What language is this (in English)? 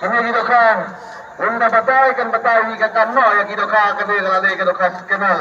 Khasi